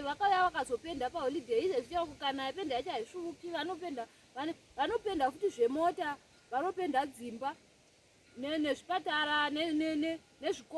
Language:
Shona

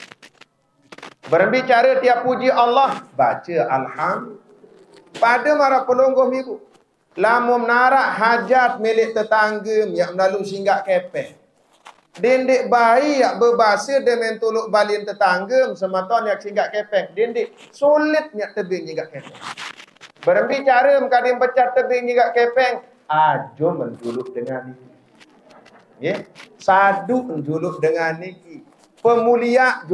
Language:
Sasak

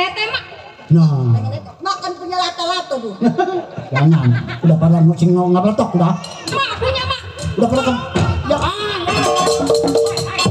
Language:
Betawi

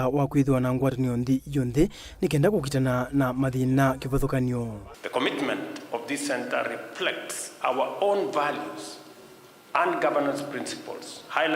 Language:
Kamba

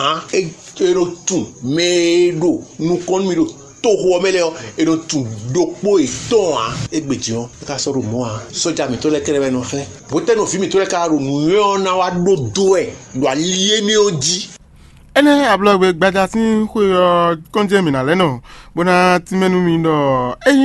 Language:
Fon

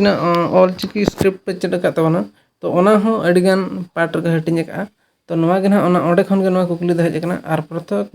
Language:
Santali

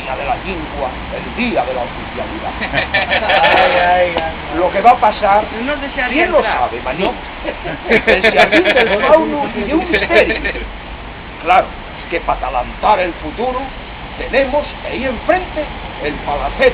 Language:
Asturian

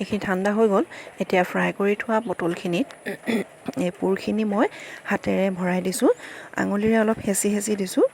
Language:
Assamese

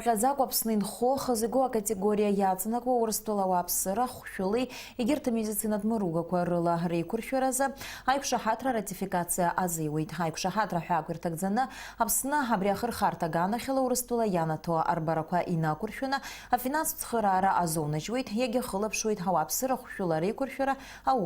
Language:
Abkhazian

